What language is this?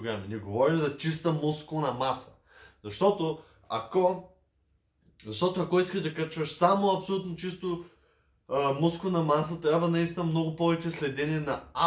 Bulgarian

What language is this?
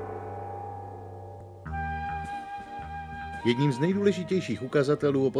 Czech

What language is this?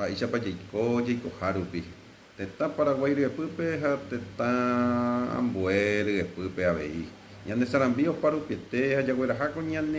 Guarani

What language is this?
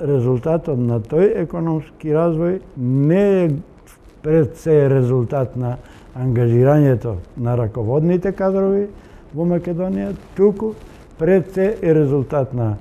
Macedonian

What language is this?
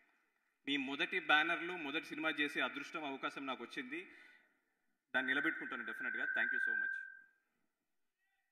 Telugu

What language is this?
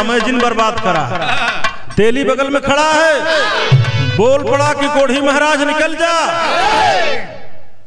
Bhojpuri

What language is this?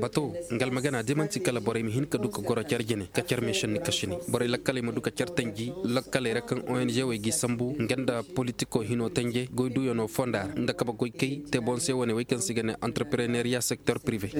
Koyraboro Senni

